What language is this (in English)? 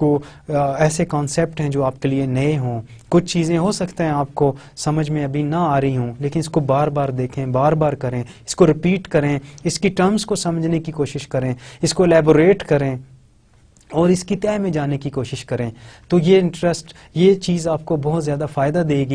Urdu